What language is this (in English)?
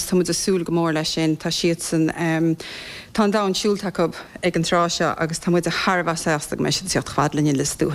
Irish